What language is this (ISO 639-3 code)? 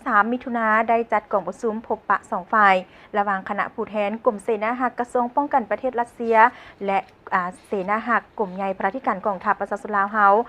lao